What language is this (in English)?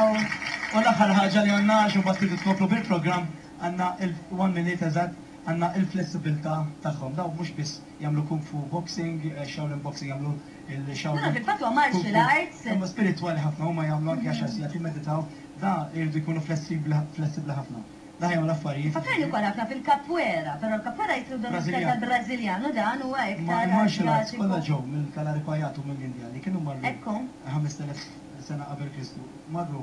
Maltese